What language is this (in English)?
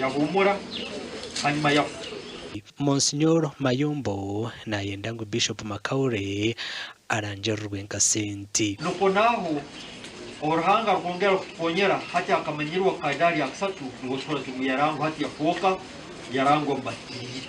Nyankole